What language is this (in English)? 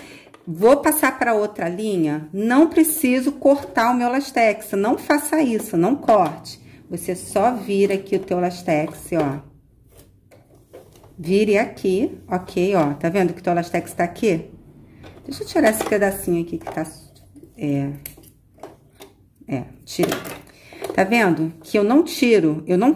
Portuguese